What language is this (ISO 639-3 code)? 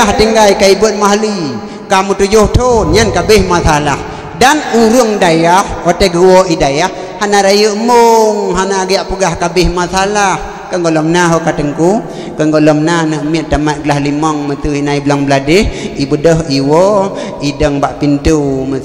ace